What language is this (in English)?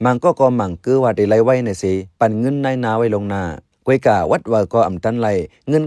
Shan